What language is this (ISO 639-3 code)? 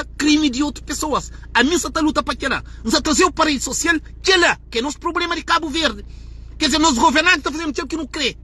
kea